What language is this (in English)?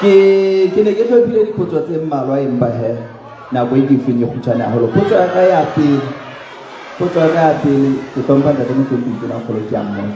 Southern Sotho